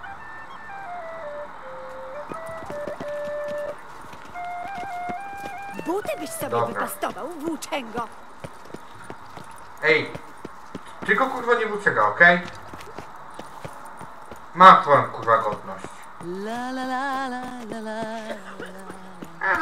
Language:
Polish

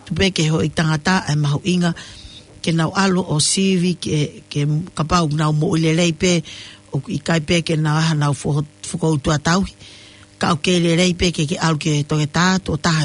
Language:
Tongan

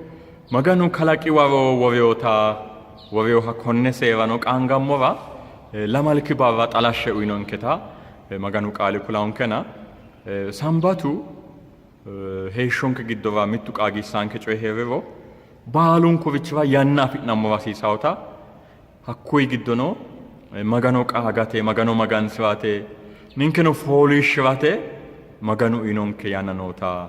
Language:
Sidamo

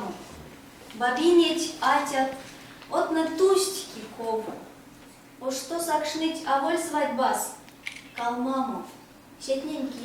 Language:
Erzya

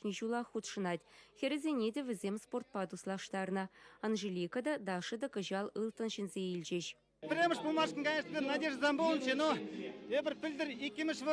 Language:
Chuvash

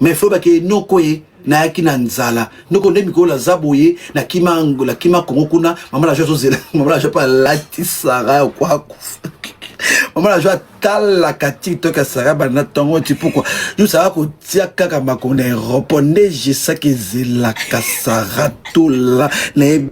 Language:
Lingala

